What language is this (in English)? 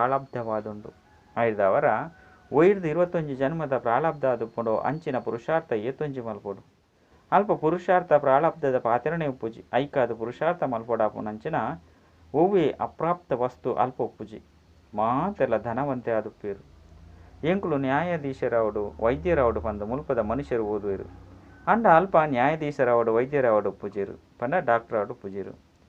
Tulu